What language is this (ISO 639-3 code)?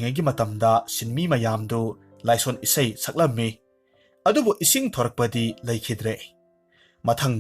mni